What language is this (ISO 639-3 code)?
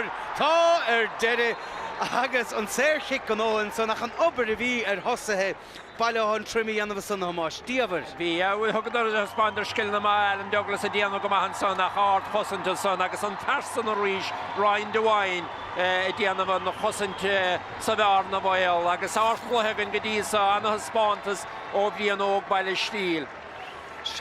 gle